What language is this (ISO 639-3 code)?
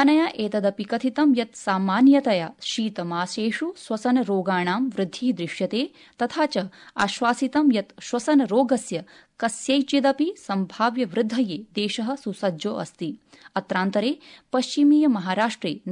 san